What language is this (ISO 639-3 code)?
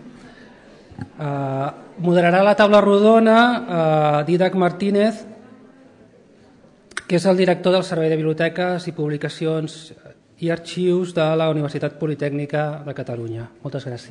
cat